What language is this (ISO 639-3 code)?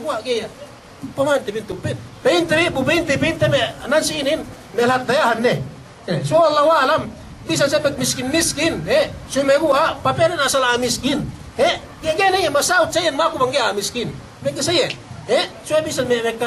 yka